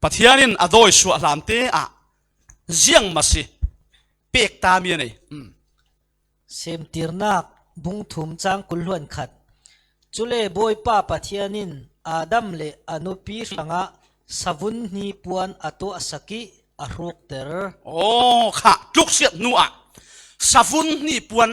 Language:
Falam Chin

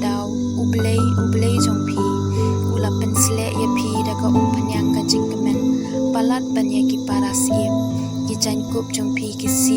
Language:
Khasi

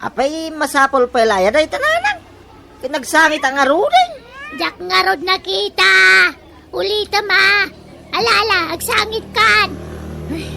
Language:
Iloko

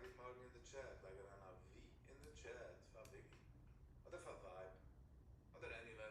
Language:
Yiddish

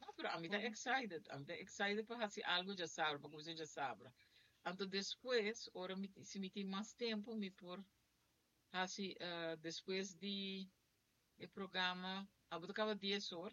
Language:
Papiamento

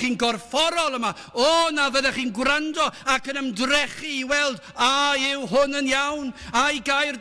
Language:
Welsh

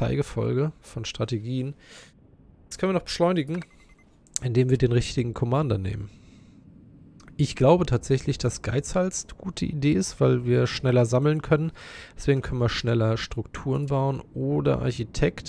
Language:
German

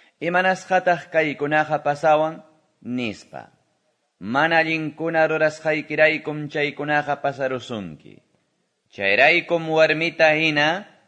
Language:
Quechua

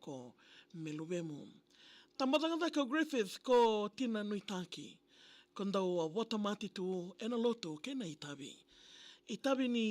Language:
Fijian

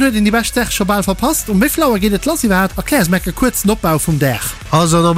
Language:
Luxembourgish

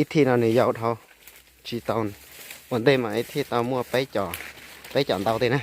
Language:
Hmong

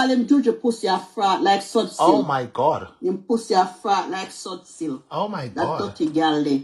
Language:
Jamaican Creole English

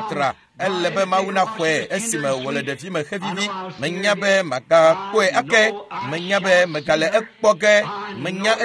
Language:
Ewe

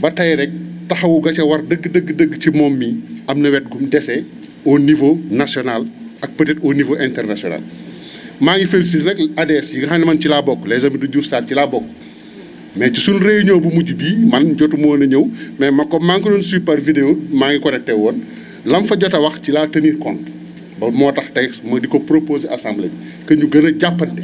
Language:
Wolof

